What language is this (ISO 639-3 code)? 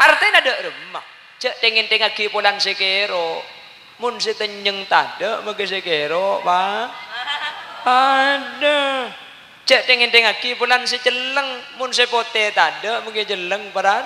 mad